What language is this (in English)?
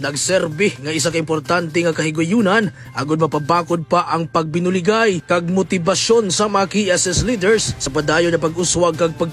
Hiligaynon